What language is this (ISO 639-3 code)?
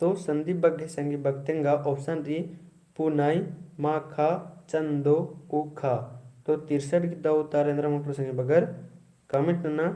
kru